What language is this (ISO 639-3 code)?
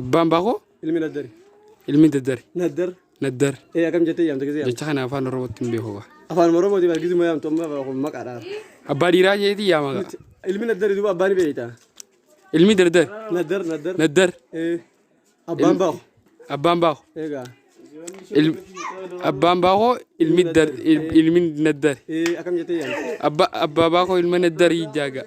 orm